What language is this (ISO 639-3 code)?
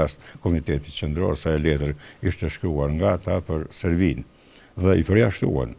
sqi